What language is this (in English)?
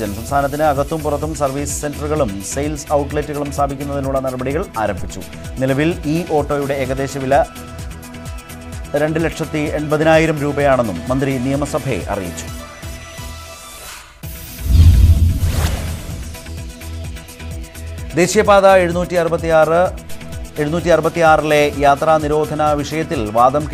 Malayalam